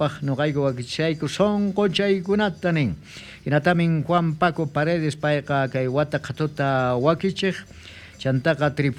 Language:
South Bolivian Quechua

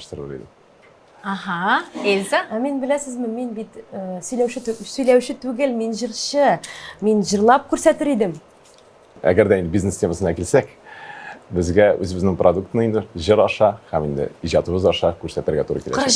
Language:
Tatar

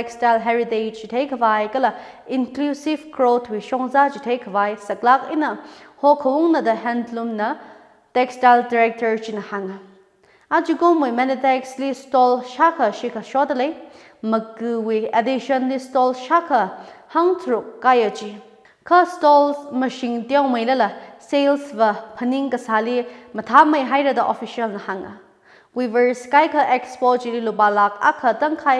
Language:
Tangkhul Naga (India)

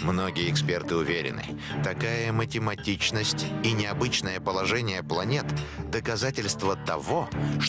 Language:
Russian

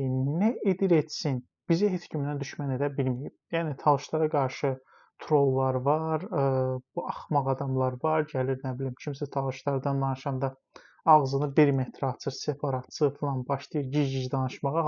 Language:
Azerbaijani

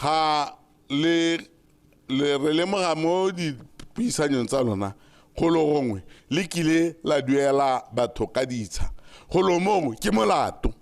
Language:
Tswana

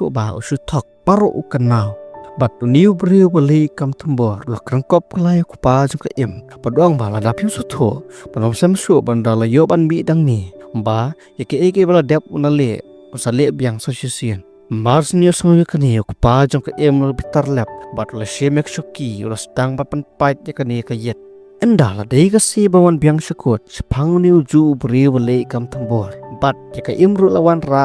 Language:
Khasi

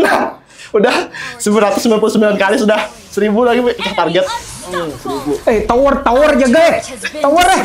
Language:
Banjar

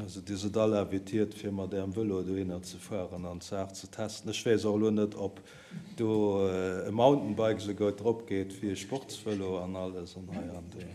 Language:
Luxembourgish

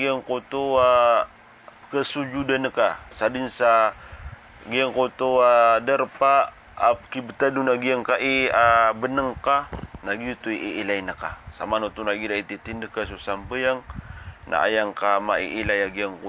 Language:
Maranao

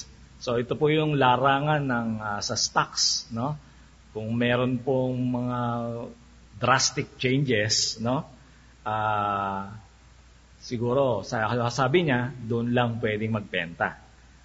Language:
Filipino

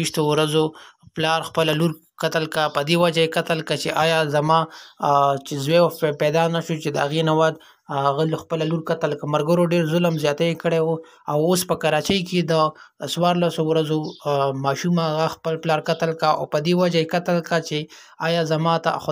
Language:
Pashto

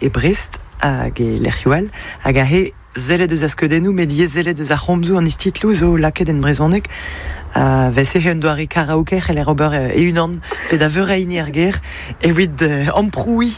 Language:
Breton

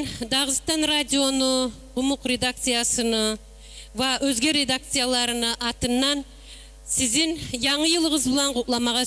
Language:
Kumyk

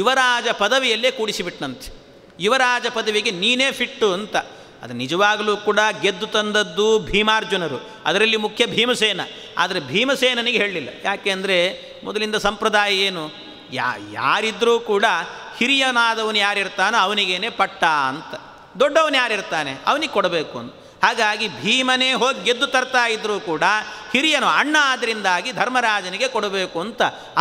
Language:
Kannada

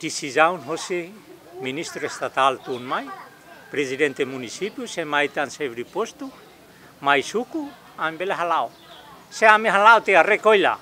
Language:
Tetum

